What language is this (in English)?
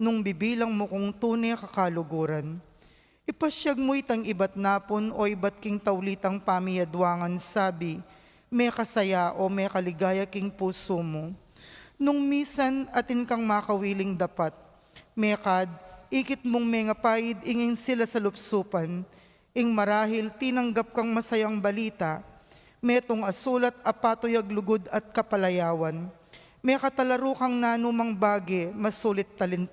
Pampanga